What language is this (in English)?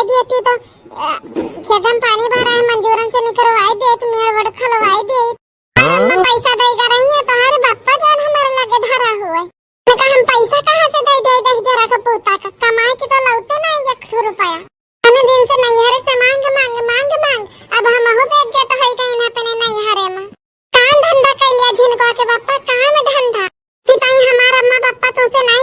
Awadhi